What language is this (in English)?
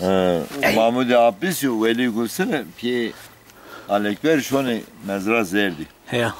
Zaza